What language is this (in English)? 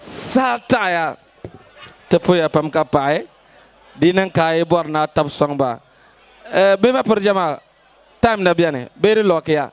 Dagbani